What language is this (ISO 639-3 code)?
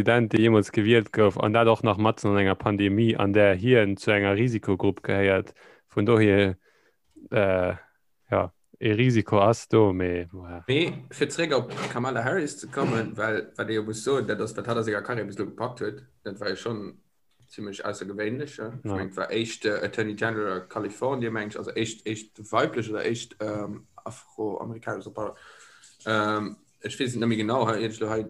ltz